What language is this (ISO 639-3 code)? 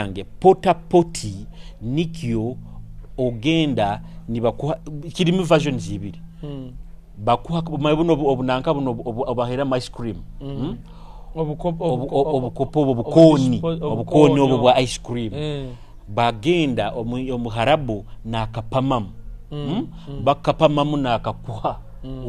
nyo